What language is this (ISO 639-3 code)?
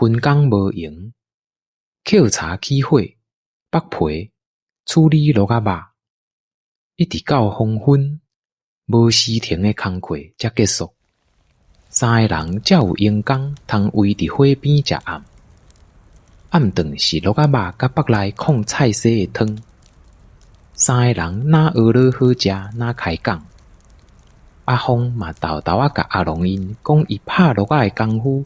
nan